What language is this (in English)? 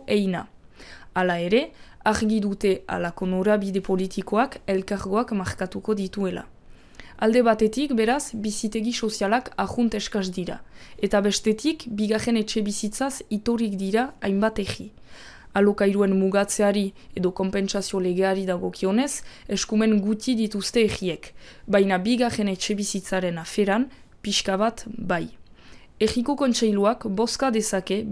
Basque